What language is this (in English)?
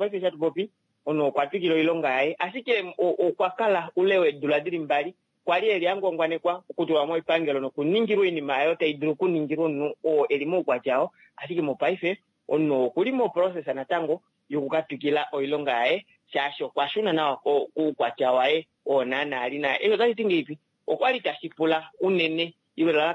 Kuanyama